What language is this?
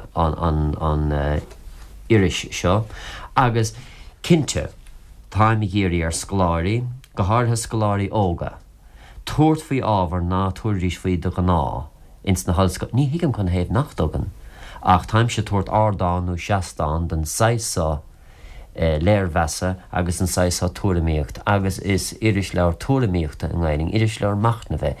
Irish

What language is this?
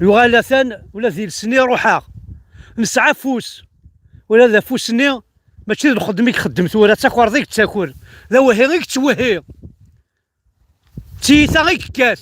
Kabyle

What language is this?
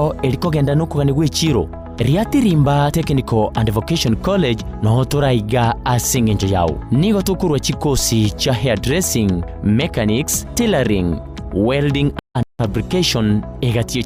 Gusii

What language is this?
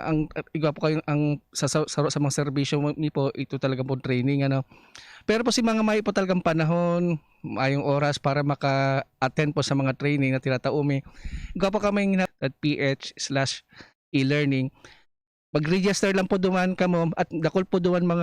Bikol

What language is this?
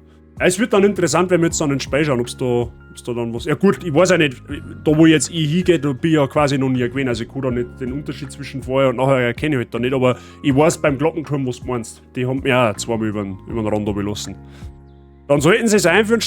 Bavarian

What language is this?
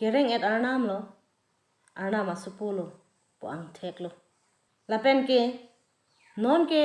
Karbi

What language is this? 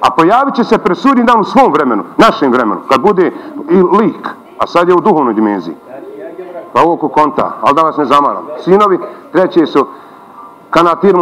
Bosnian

